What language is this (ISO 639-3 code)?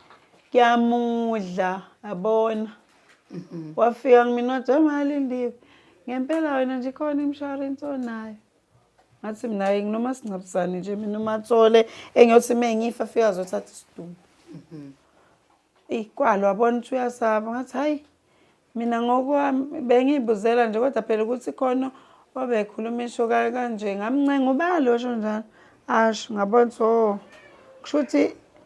zul